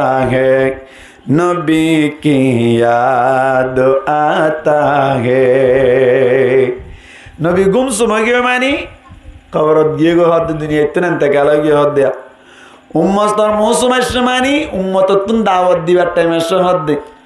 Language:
Rohingya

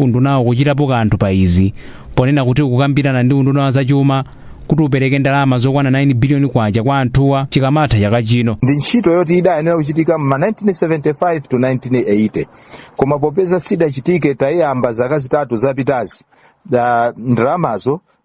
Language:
Nyanja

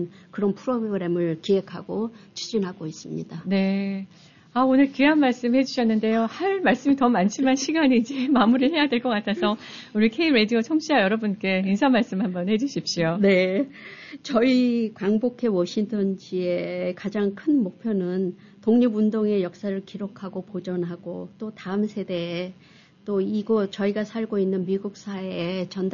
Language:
Korean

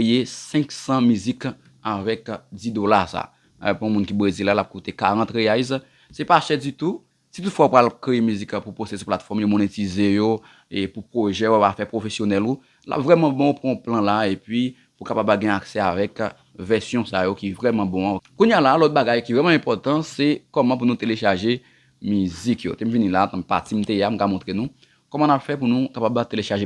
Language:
Haitian Creole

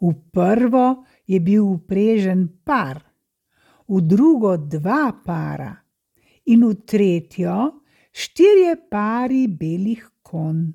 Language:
Slovenian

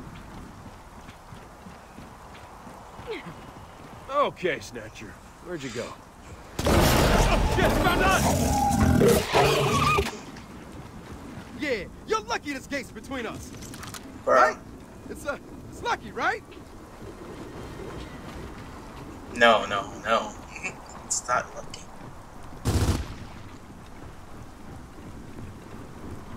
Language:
English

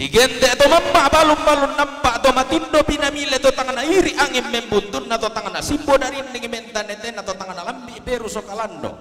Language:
Toraja-Sa'dan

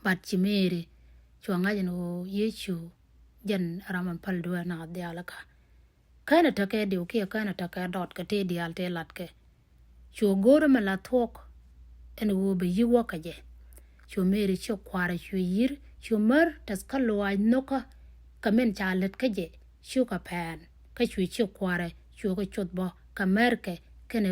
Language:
Nuer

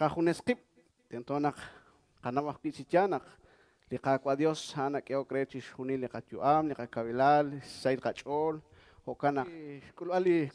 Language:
Kekchí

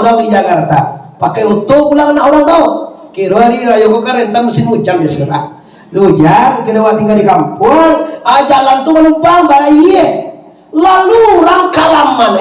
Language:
Minangkabau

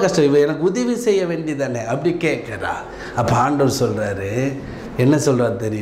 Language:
Tamil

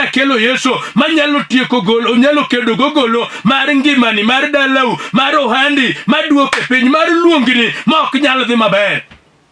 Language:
Luo (Kenya and Tanzania)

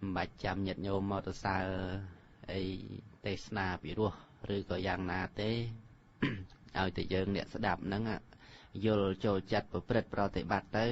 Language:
Khmer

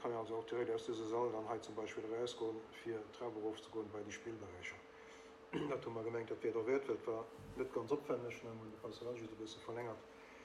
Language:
Luxembourgish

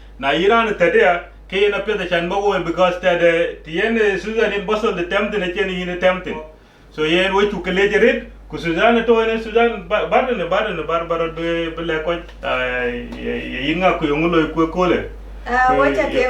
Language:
Dinka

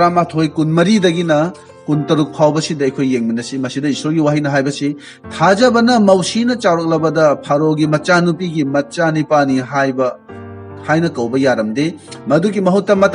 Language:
Manipuri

